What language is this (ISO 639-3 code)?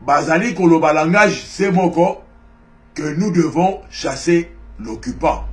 lin